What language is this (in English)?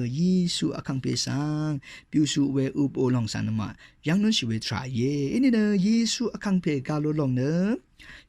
Rawang